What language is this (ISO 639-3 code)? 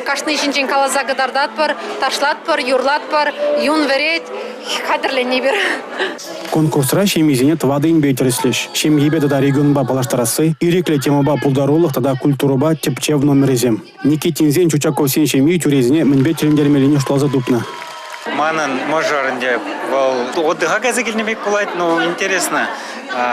chv